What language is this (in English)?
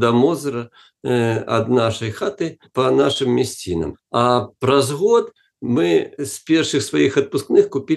Belarusian